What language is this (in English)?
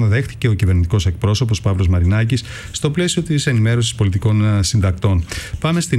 Greek